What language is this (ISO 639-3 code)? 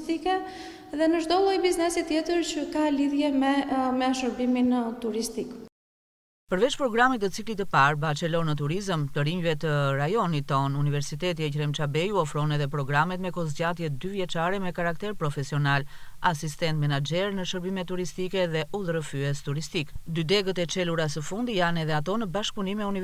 sqi